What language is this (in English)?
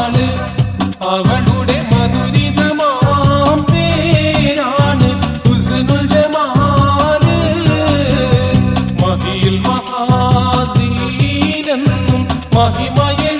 Malayalam